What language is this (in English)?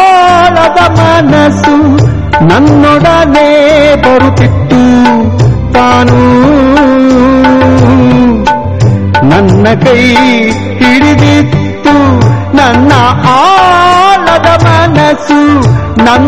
Kannada